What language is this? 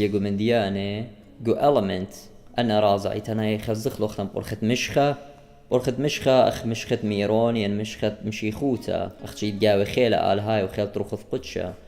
Assyrian Neo-Aramaic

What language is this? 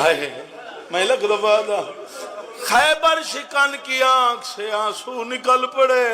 Saraiki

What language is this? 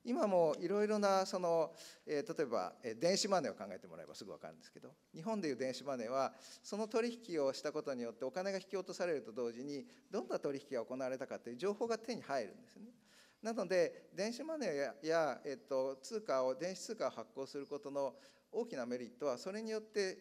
Japanese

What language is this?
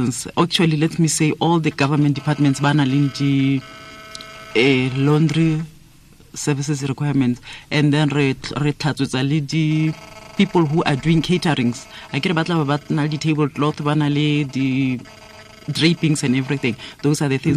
Tswana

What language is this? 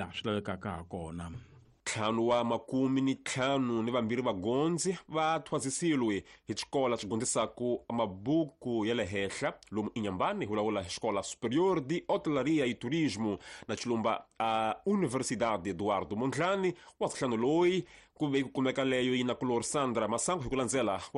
Tsonga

